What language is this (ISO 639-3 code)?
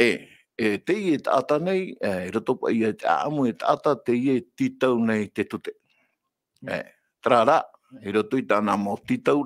tah